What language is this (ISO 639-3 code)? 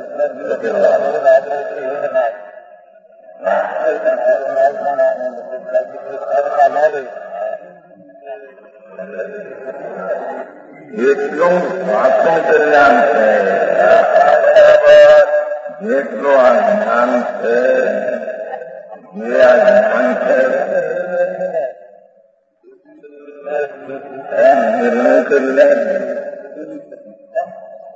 guj